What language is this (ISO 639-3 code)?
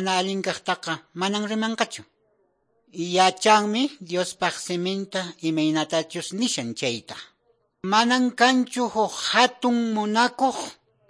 que